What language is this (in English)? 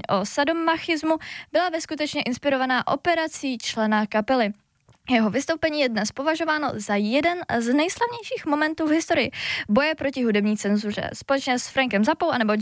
Czech